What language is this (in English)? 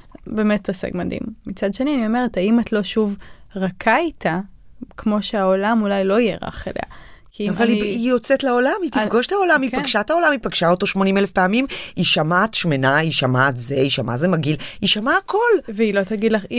Hebrew